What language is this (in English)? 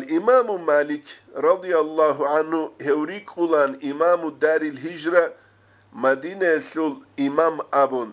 Avaric